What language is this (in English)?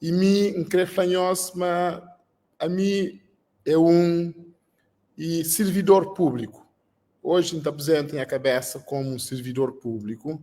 Kabuverdianu